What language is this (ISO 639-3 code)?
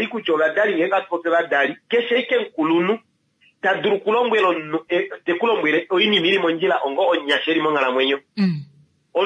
kua